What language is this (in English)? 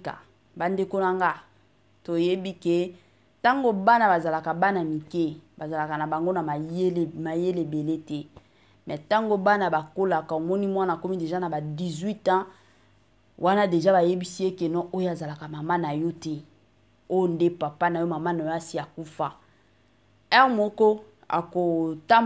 Lingala